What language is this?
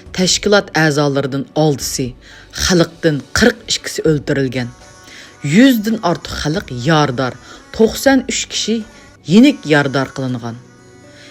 Uyghur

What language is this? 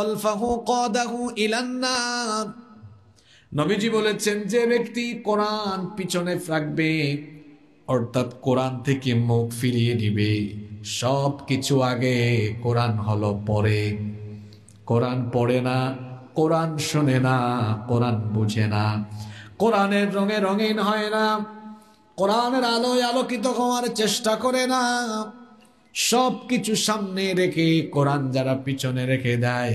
Bangla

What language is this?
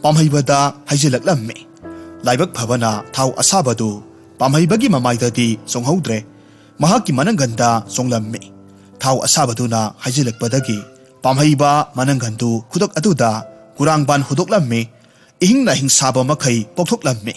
Manipuri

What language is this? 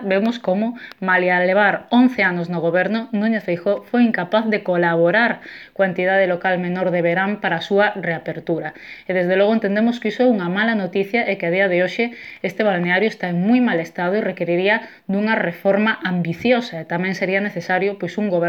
Galician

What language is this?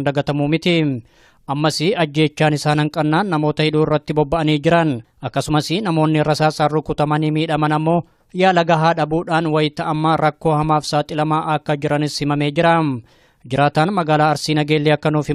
Oromo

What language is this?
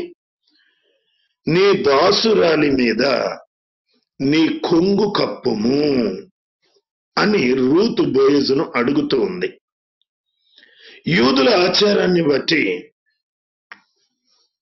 Telugu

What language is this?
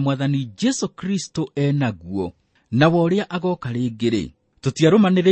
Kikuyu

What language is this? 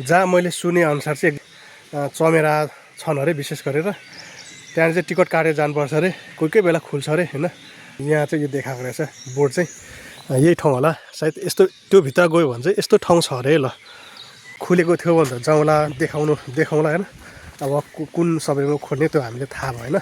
Nepali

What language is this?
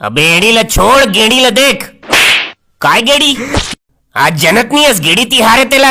Chhattisgarhi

